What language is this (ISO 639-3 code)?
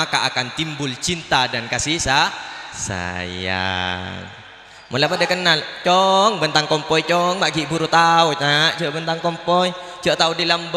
mad